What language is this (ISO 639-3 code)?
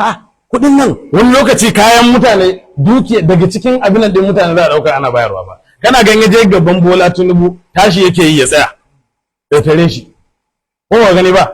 hau